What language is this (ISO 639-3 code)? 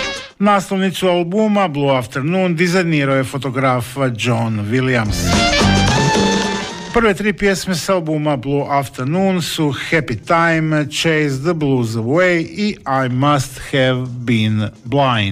hrv